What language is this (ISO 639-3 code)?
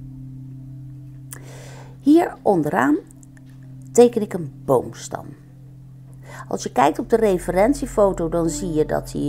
nld